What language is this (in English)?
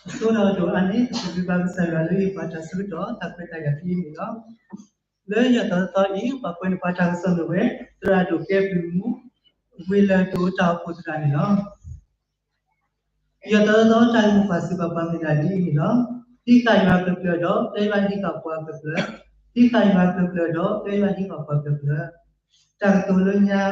S'gaw Karen